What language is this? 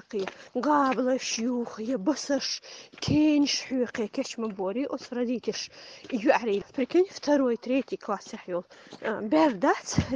Chechen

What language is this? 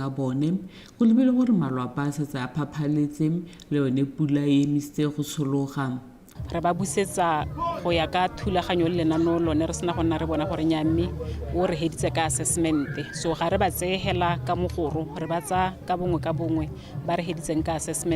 Tswana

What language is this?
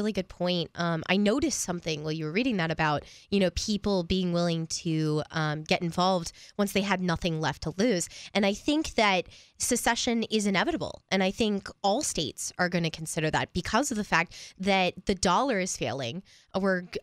English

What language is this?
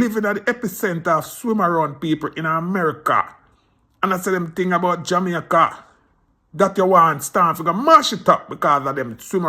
Jamaican Creole English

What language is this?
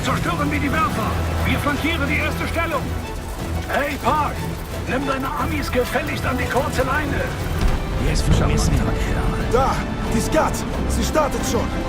Bavarian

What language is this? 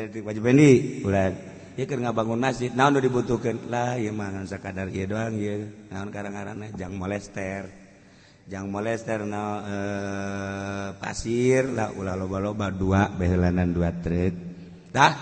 Sundanese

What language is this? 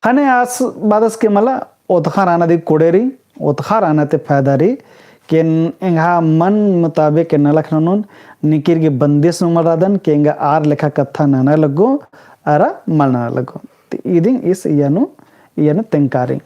Kurukh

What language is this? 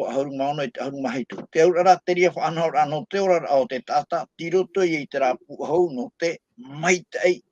Tahitian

